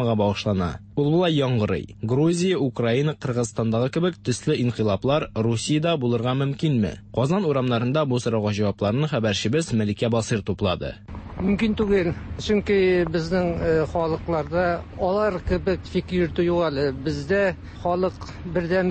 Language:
Tatar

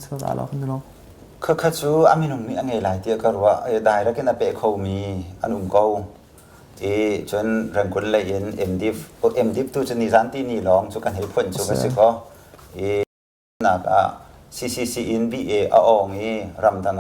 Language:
Hakha Chin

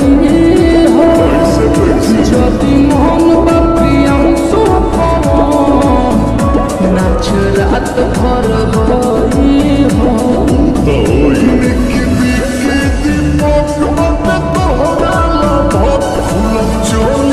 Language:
Bhojpuri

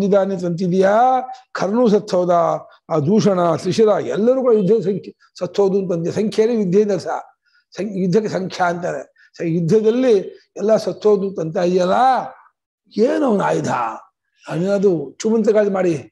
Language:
Kannada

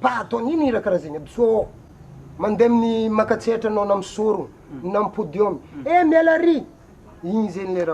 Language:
Malagasy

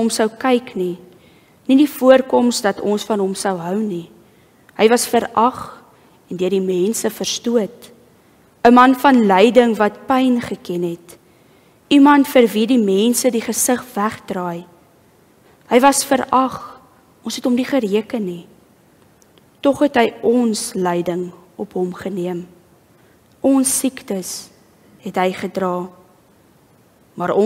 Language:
Afrikaans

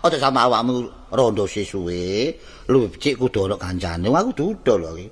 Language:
Javanese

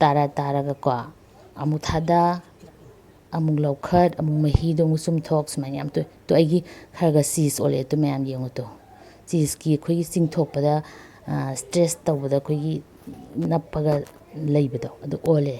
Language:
Manipuri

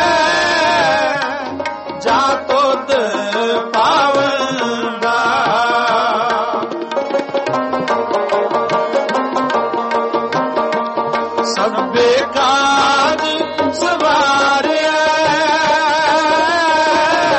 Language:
Punjabi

